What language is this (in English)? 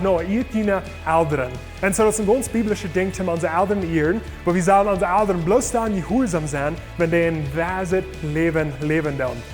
Plautdietsch